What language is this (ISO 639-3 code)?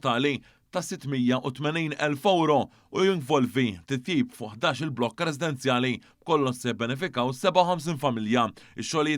mlt